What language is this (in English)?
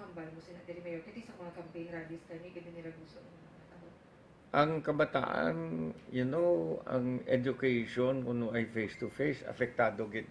Hiligaynon